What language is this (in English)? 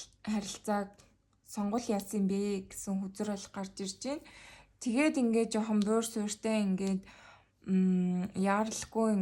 Mongolian